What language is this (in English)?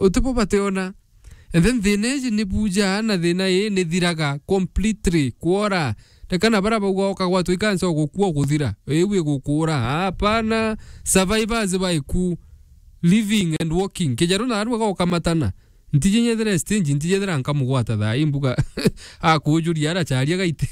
Meru